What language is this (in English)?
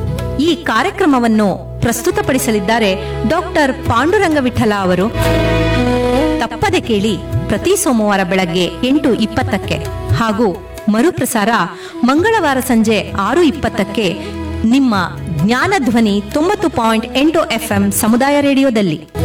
Kannada